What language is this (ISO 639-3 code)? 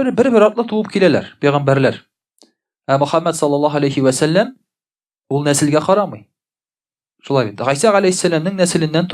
tat